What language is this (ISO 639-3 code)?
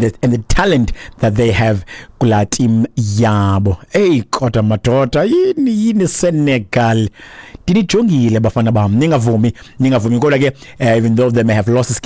xho